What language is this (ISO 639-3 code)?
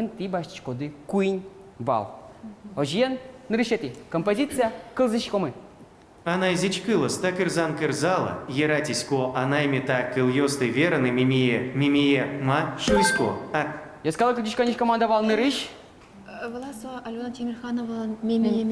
udm